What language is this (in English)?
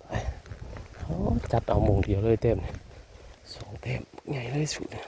Northeastern Thai